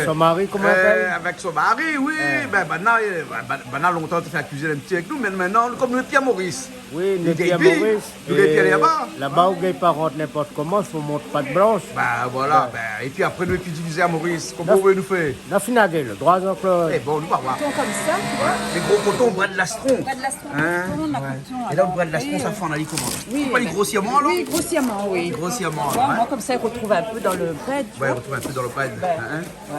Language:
Réunion Creole French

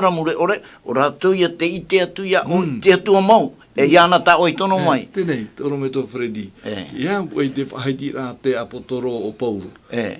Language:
Tahitian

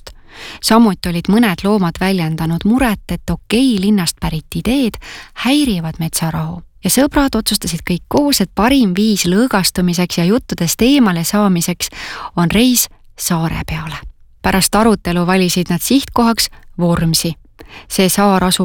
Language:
Estonian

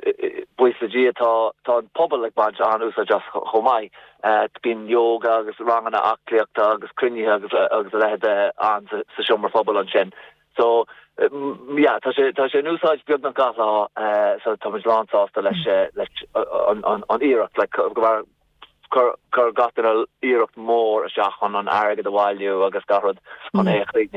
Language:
Irish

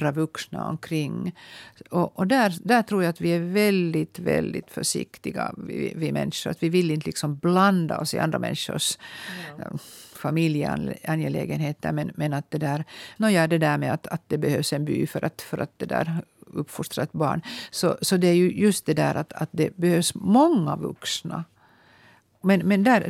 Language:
Swedish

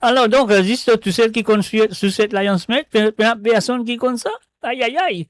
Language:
Morisyen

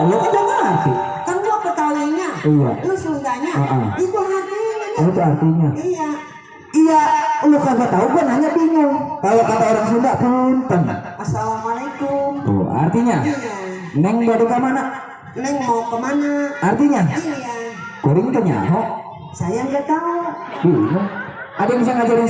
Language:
Betawi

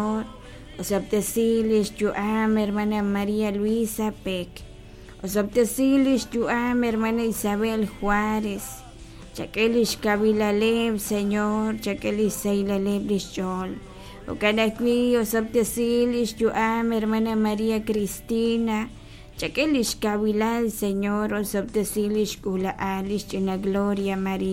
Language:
Kekchí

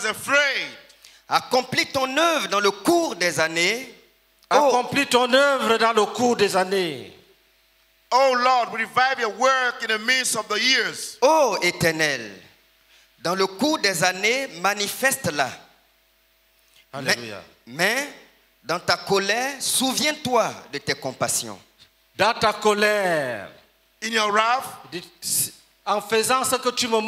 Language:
French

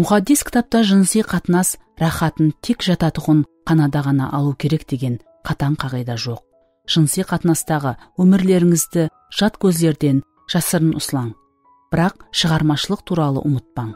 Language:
Kara-Kalpak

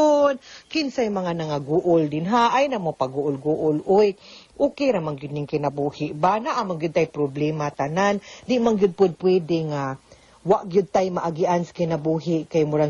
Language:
Cebuano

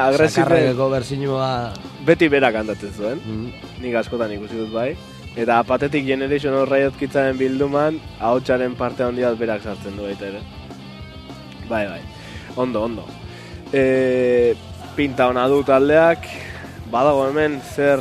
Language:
Basque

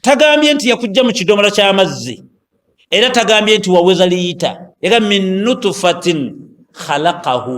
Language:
Ganda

